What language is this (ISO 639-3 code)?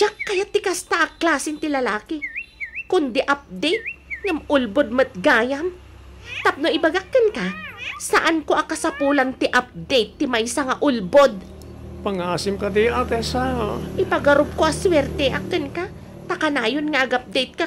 ilo